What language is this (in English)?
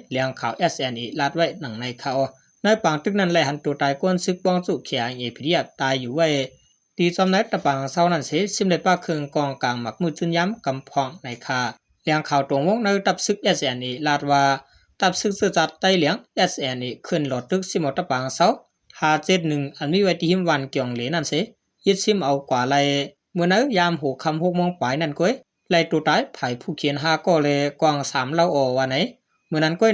Shan